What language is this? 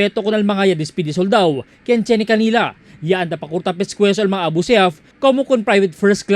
Chavacano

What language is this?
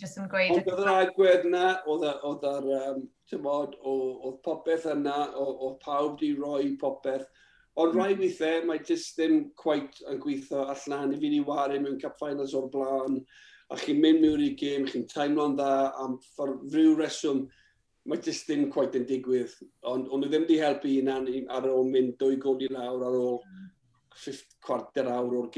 Welsh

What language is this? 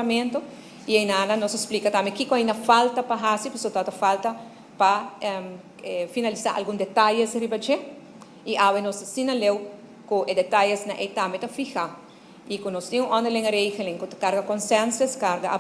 Papiamento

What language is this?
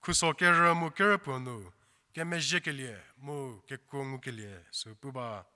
Angami Naga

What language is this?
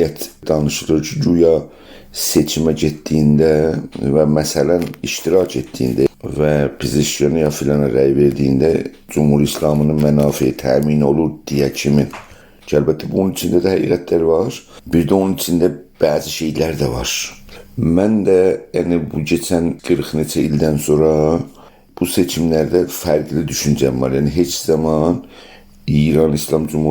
South Azerbaijani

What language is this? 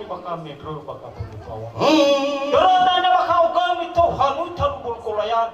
Nias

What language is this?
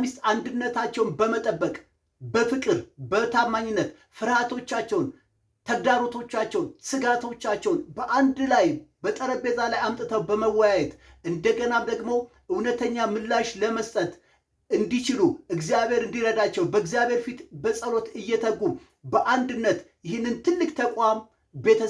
Amharic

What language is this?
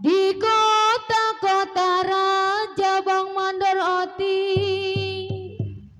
Betawi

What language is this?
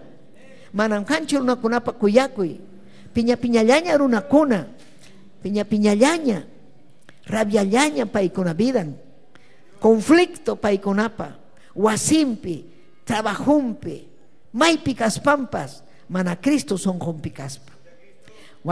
Ayacucho Quechua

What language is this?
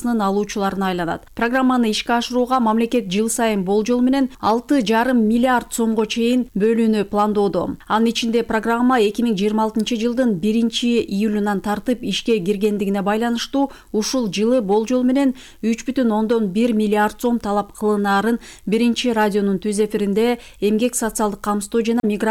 Kyrgyz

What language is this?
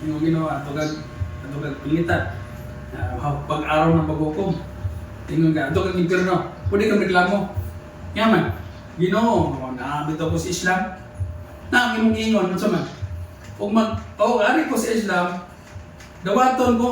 Cebuano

